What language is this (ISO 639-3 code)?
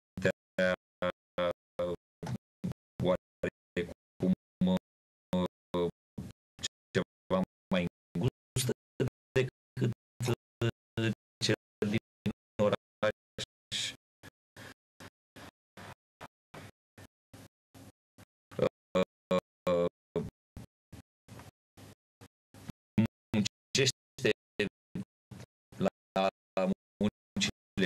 ron